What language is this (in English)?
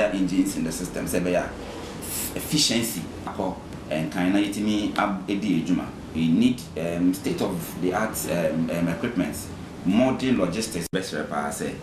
Akan